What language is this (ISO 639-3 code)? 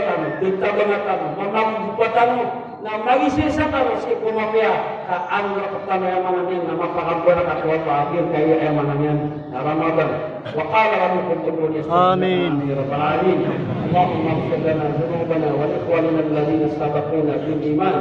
mrw